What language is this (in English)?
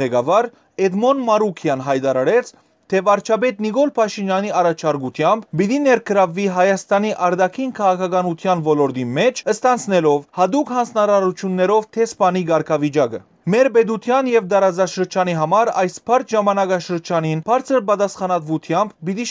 Western Armenian